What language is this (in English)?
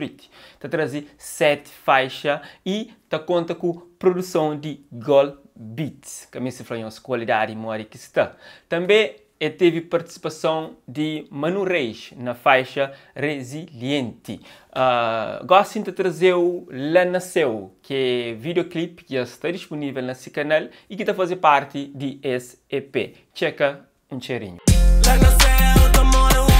Kabuverdianu